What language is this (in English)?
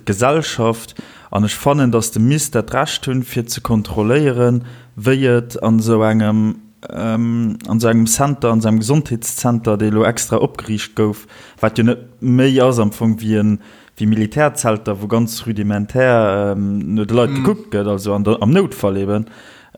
Luxembourgish